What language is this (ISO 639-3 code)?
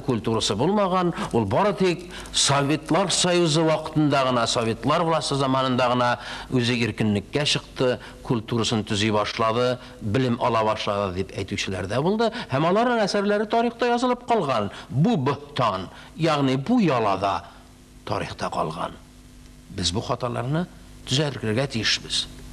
tat